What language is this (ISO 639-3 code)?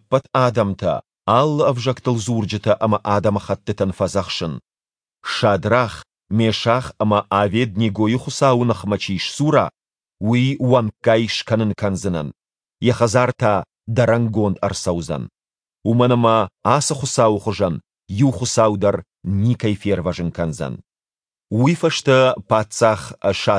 oss